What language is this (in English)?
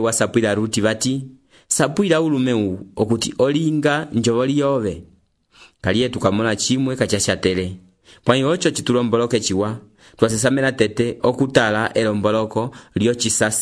Umbundu